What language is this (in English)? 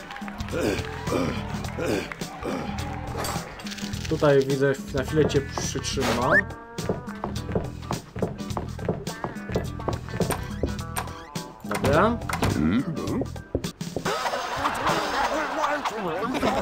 Polish